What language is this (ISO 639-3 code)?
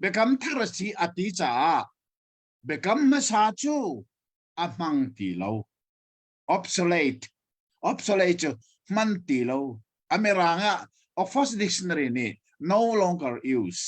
cnh